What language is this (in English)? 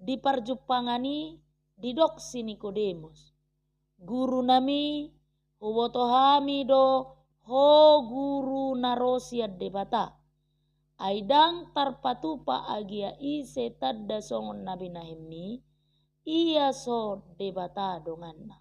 Batak Toba